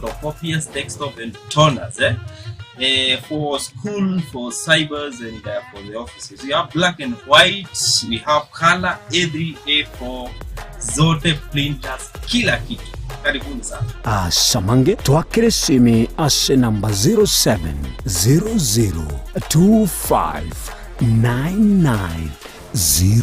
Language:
Gusii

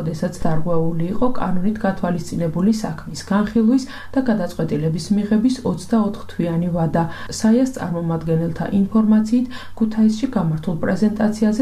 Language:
Georgian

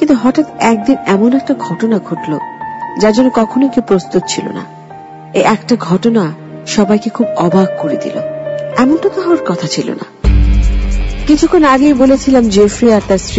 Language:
Bangla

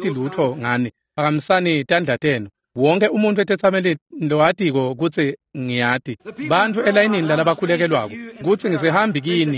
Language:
Swati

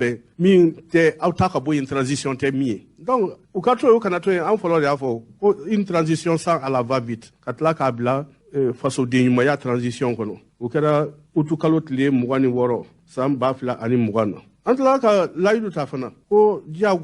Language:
Bambara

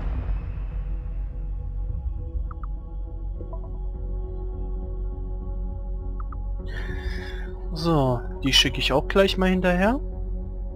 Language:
German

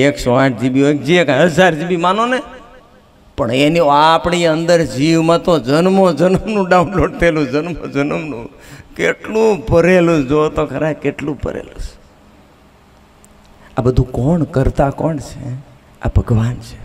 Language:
Gujarati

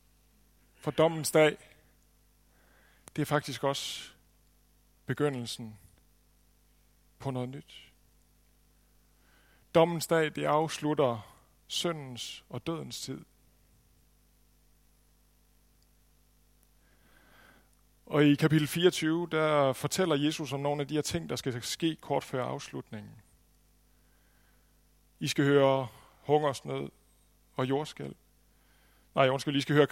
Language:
Danish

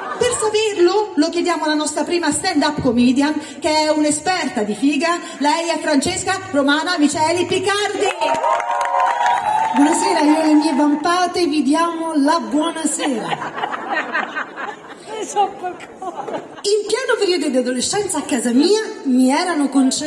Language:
Italian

